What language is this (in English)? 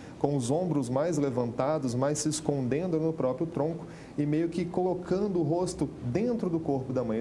Portuguese